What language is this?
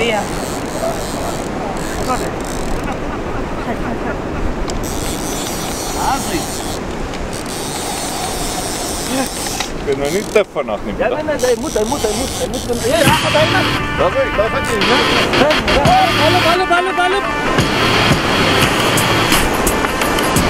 Afrikaans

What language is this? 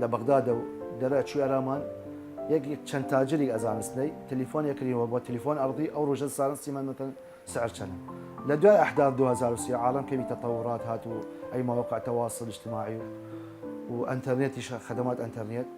Southern Kurdish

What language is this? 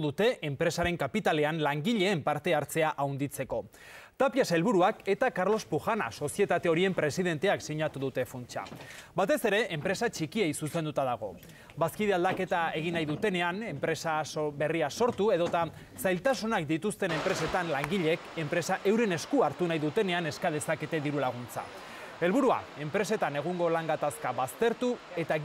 Basque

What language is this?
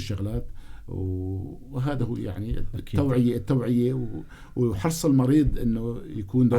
North Levantine Arabic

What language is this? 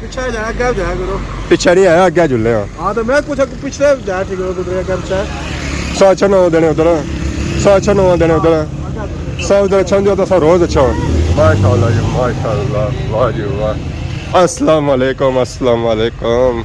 Pahari-Potwari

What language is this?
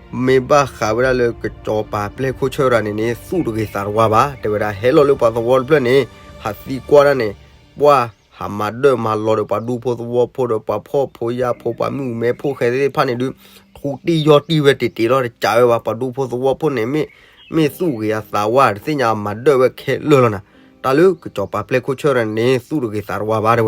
S'gaw Karen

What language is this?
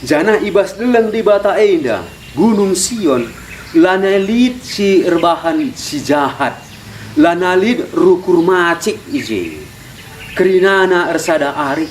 Batak Karo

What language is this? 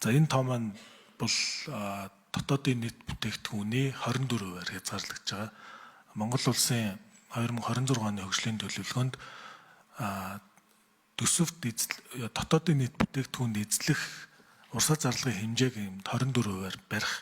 Mongolian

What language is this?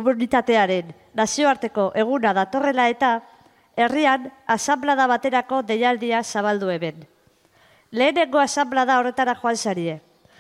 Basque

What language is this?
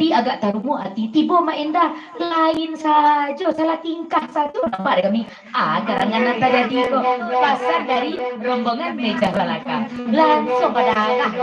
Minangkabau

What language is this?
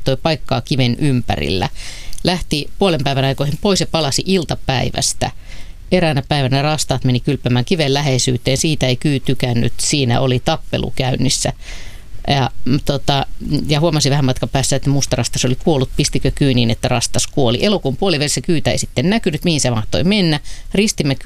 Finnish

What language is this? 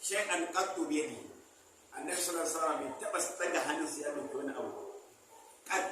Hausa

